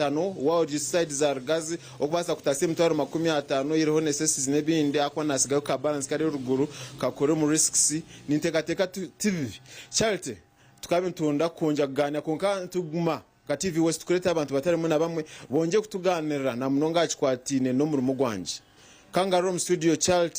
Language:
Nyankole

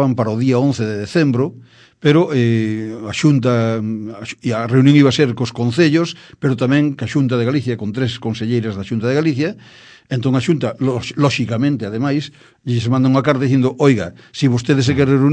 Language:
Galician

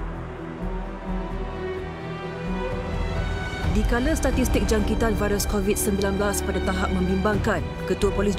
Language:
Malay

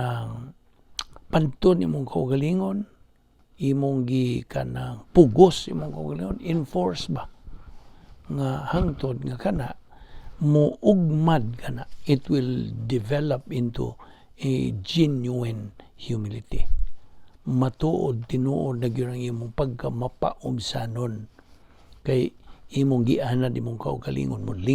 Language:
Cebuano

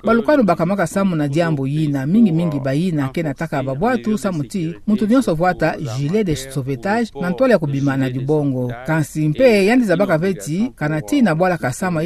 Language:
Kituba (Democratic Republic of Congo)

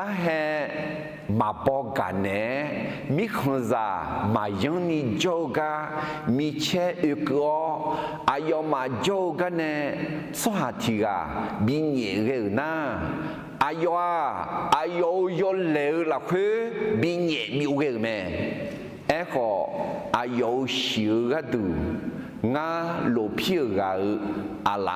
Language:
Akha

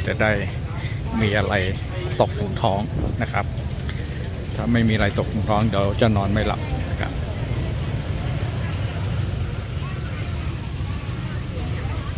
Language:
Thai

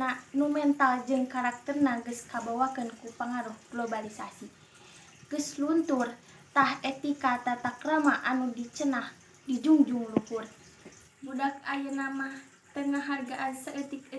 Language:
Sundanese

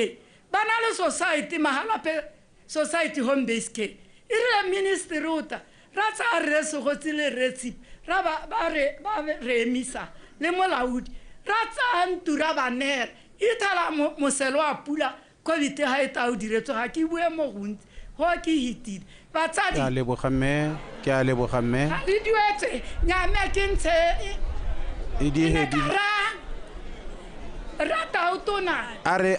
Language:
Tswana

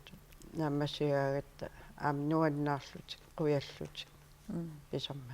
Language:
Kalaallisut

